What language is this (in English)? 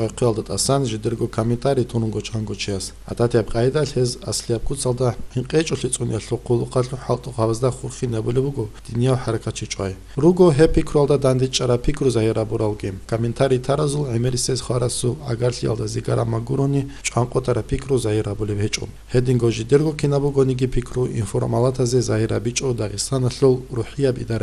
Avaric